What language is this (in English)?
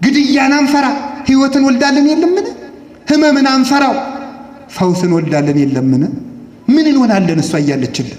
Amharic